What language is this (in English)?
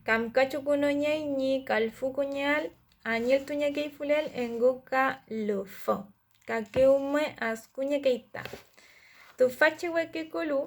Mapuche